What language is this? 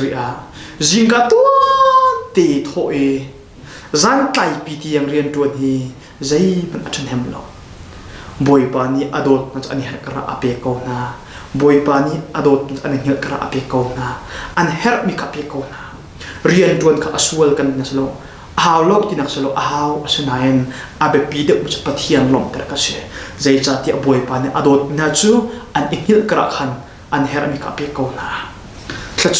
Hakha Chin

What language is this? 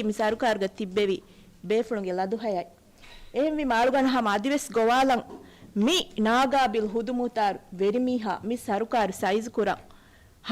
Divehi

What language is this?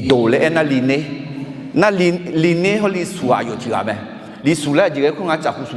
Akha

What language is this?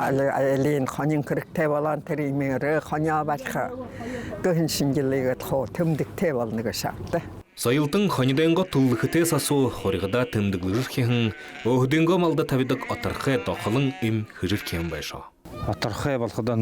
Buriat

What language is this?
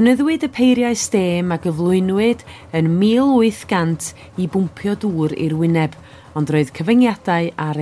Welsh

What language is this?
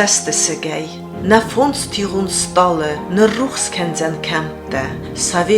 Ossetic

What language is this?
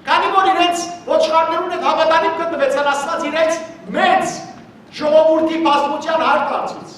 Western Armenian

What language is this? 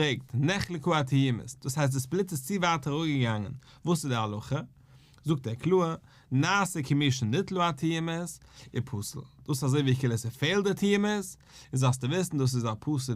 Yiddish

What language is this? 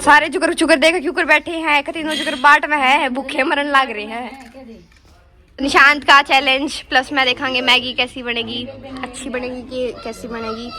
Haryanvi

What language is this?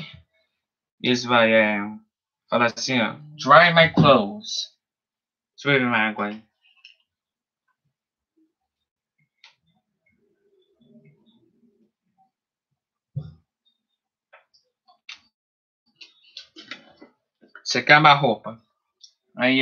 Portuguese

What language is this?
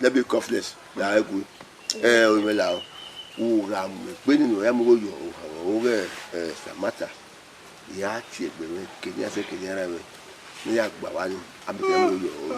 Bini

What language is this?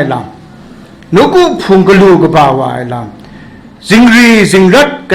Kachin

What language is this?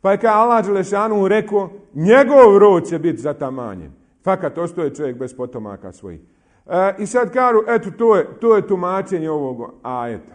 Bosnian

